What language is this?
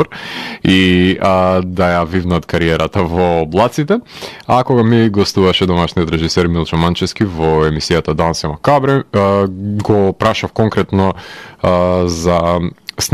Macedonian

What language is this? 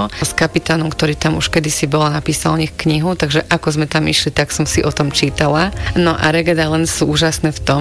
Slovak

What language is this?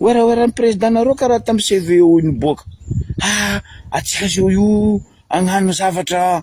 Malagasy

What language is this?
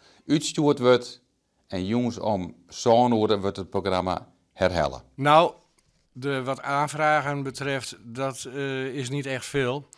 Western Frisian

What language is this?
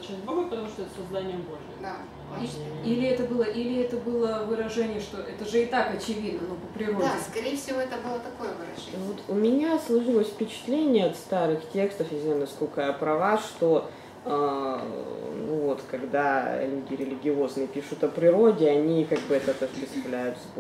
Russian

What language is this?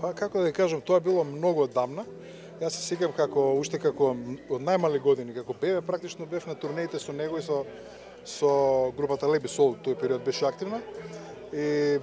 Macedonian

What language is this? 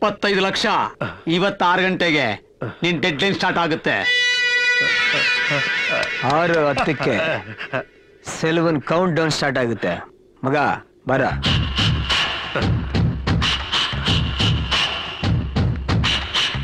Kannada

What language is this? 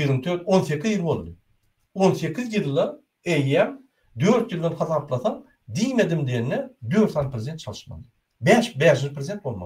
Turkmen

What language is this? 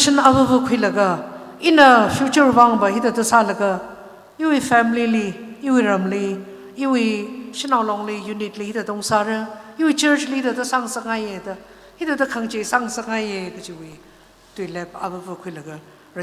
Tangkhul Naga (India)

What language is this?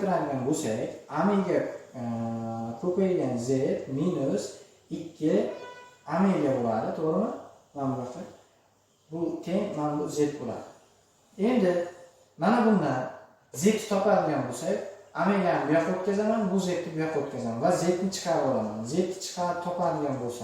Uzbek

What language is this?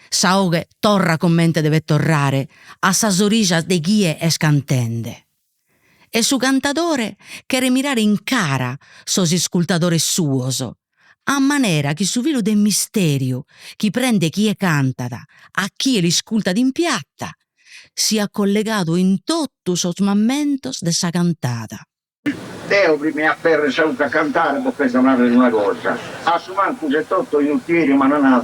Sardinian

